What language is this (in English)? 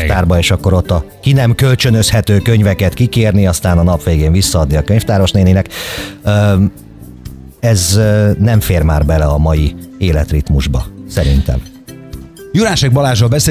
Hungarian